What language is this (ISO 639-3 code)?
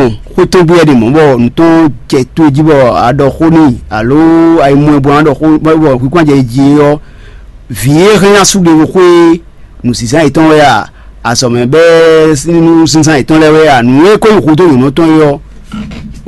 fon